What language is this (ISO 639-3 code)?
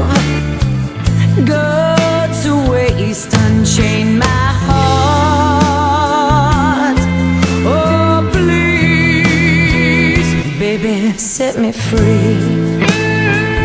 eng